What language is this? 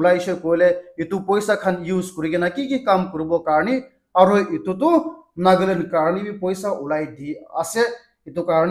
Naga Pidgin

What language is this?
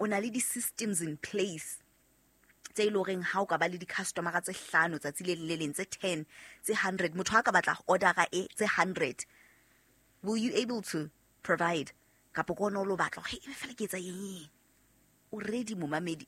Southern Sotho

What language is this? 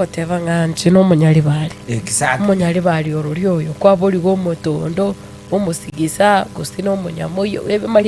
Gusii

